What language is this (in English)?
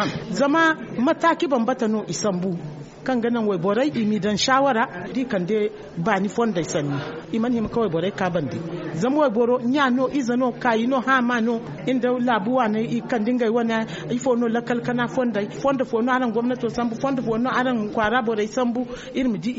Zarma